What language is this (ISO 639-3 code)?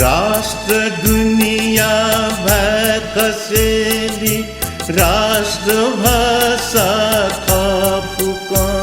new